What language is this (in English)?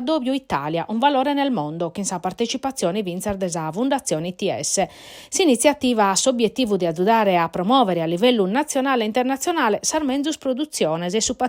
Sardinian